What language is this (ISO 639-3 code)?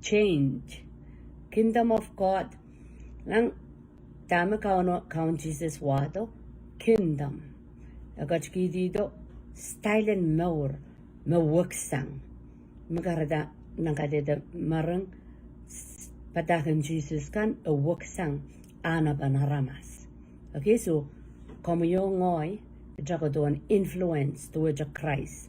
pon